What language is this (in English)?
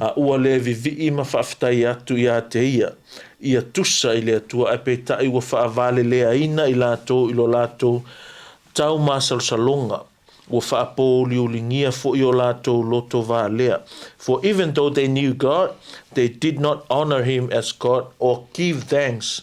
Samoan